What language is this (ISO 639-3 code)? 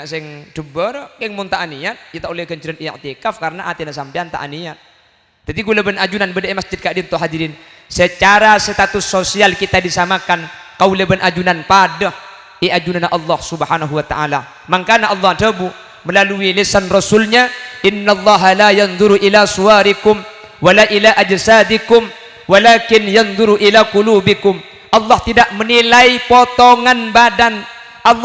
mad